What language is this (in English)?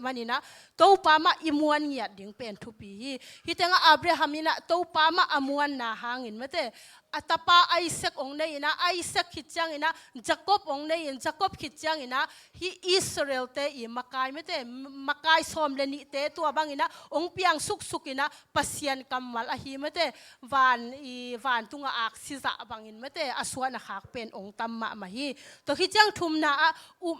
Tedim Chin